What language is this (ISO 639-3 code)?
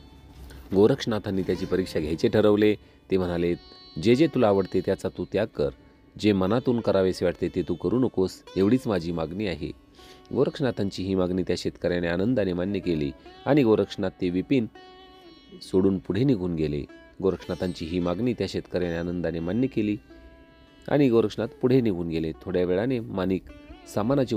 mar